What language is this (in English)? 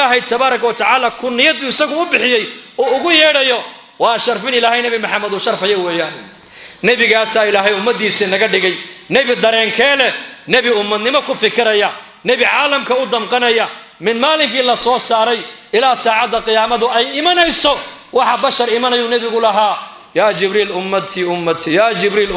Somali